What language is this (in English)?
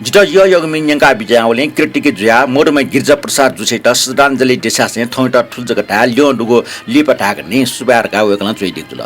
Newari